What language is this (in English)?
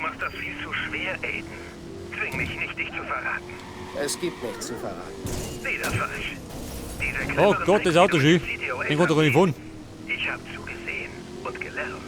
Bavarian